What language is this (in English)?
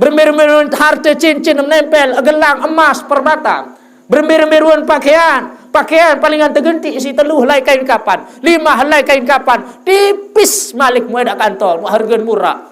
Sasak